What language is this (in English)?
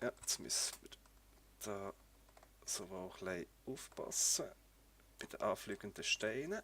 Swiss German